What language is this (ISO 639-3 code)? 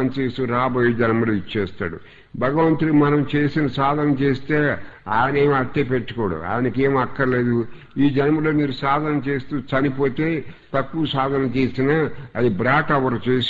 tel